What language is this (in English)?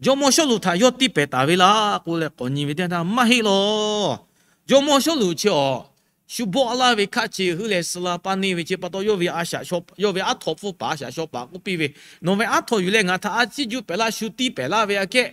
Lahu